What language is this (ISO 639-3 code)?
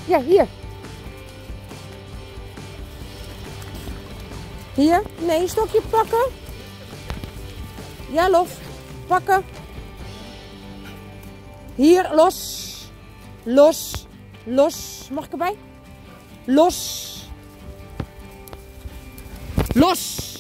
nld